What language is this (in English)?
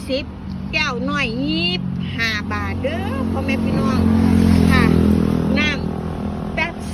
Northeastern Thai